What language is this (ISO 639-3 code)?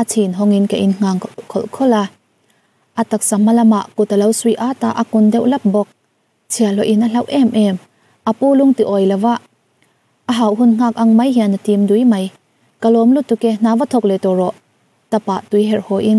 lus